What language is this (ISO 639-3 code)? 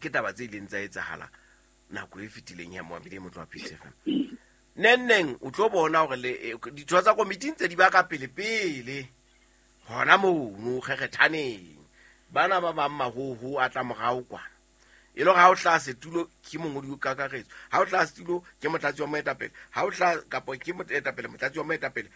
sot